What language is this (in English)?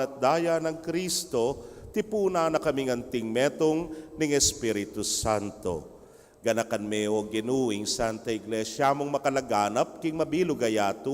Pampanga